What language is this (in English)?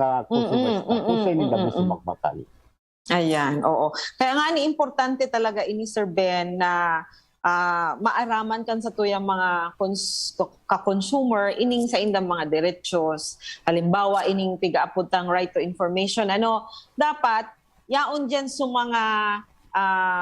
Bikol